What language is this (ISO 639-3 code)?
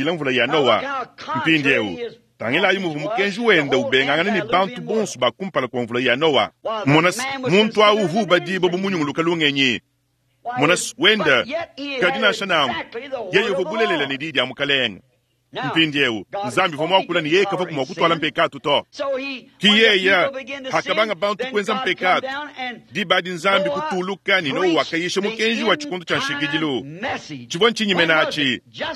lua